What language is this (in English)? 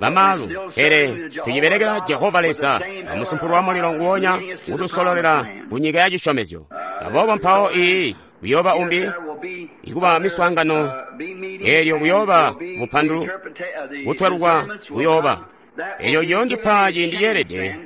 Tonga (Zambia)